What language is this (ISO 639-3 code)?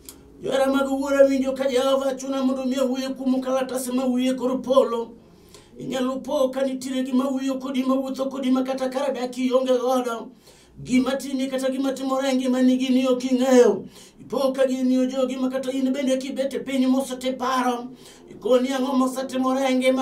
luo